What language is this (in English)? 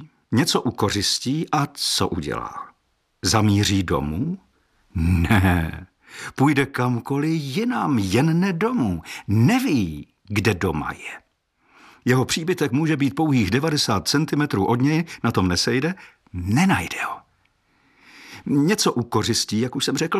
Czech